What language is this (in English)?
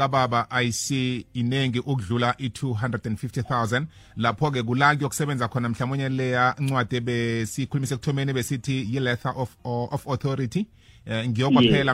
South Ndebele